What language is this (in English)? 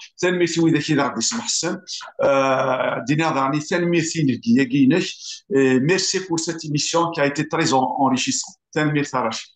Kabyle